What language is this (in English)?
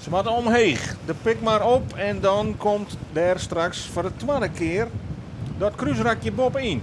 Western Frisian